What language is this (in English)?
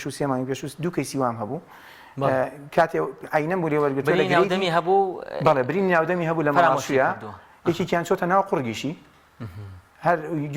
Central Kurdish